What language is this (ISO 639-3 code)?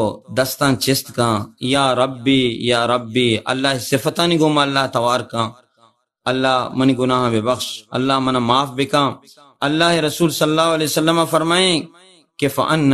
bal